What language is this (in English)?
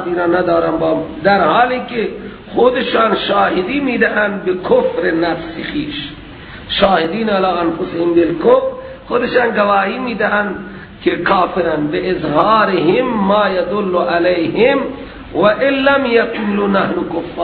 Persian